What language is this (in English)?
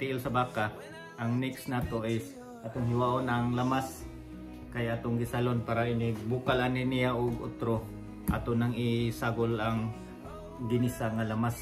Cebuano